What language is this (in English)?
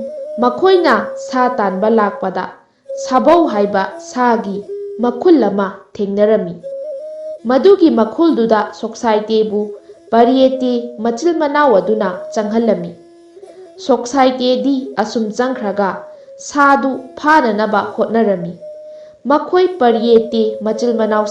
Manipuri